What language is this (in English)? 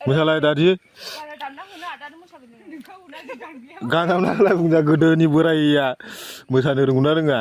Bodo